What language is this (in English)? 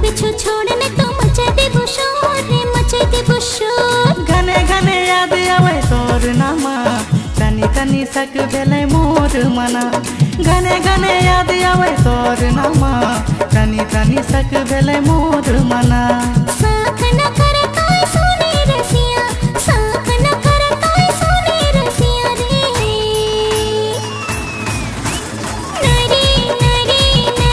Sadri